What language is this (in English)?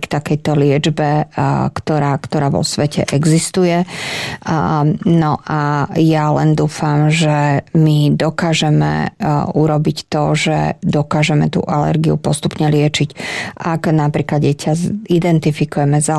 Slovak